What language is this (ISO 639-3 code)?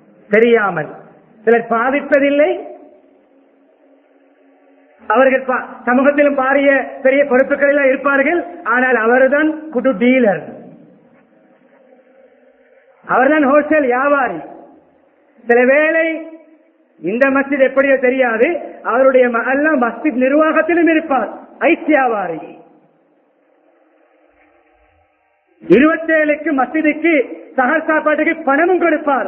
tam